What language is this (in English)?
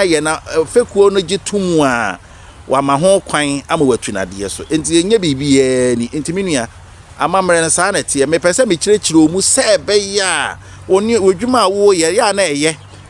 Akan